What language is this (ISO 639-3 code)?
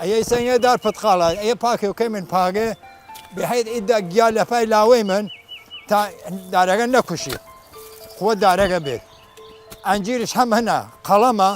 sdh